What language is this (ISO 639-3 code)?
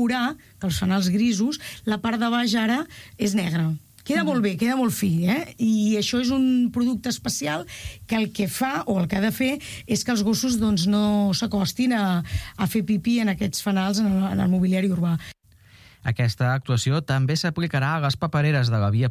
cat